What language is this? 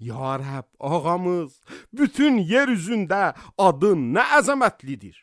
Azerbaijani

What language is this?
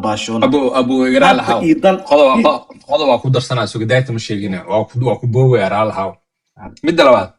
Somali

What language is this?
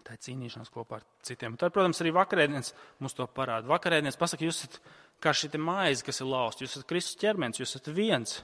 Latvian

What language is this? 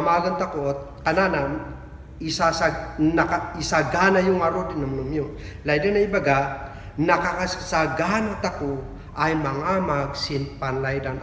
Kankanaey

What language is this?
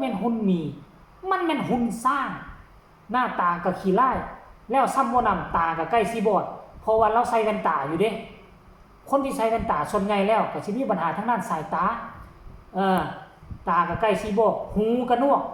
Lao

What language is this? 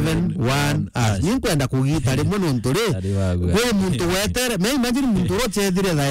Meru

